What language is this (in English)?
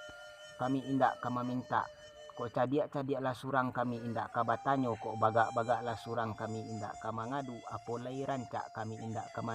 Minangkabau